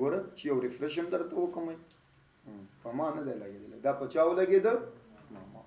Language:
Pashto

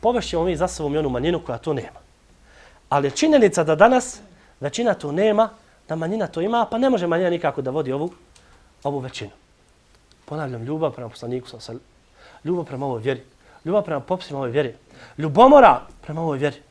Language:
Bosnian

